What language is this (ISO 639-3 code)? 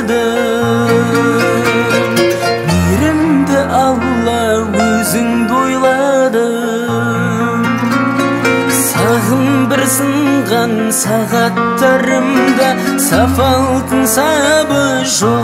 kaz